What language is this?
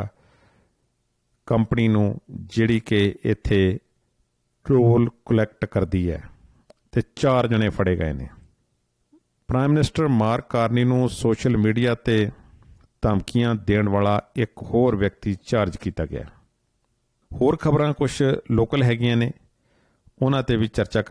Punjabi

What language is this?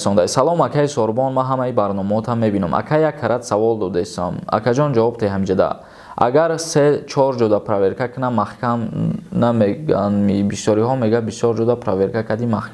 Tajik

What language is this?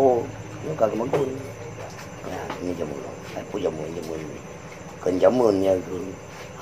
Achinese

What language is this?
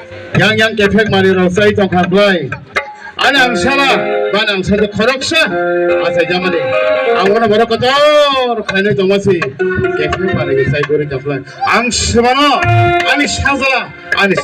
Riang (India)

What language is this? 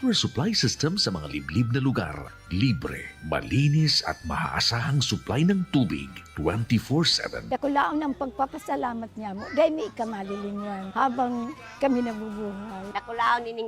Bikol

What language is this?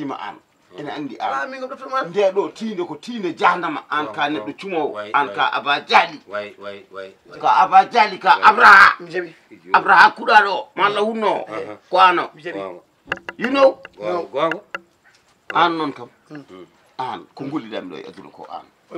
Fula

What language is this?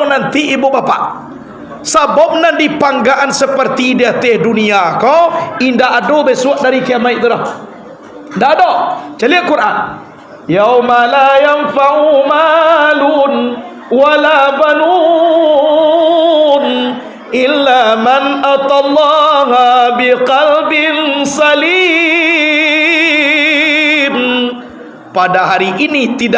Minangkabau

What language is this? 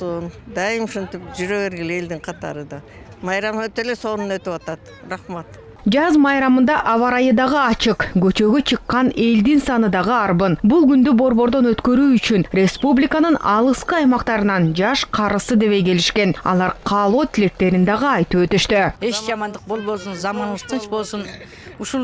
Kyrgyz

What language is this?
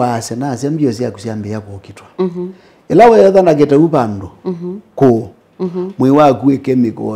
Kamba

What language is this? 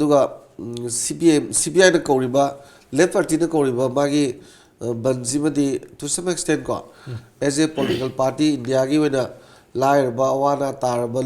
Manipuri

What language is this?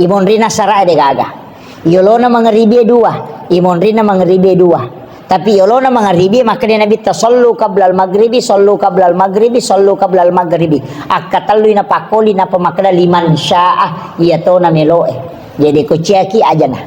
Buginese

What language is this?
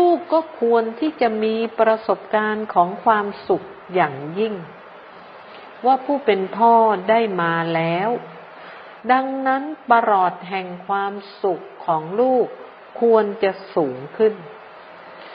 Thai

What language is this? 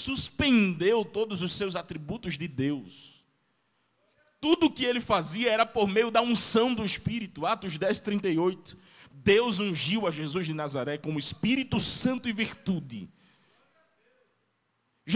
Portuguese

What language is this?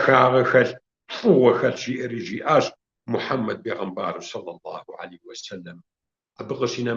Kabardian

